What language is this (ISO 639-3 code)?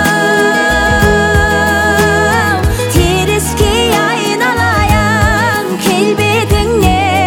kaz